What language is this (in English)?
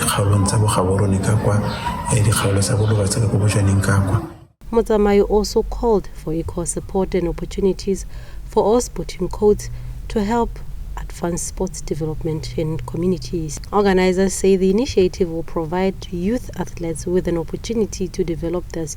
Tswana